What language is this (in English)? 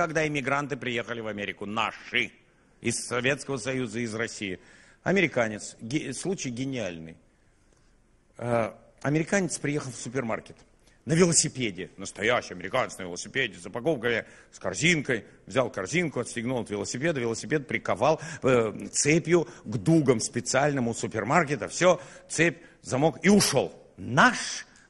Russian